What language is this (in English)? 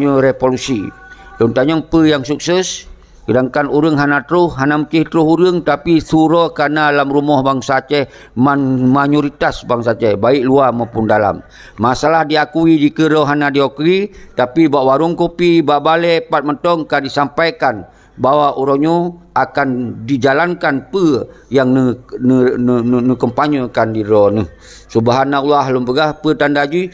Achinese